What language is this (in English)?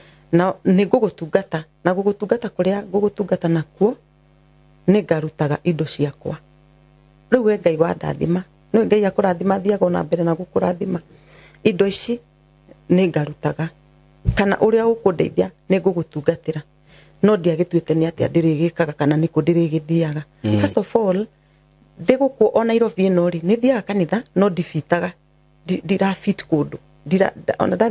Kikuyu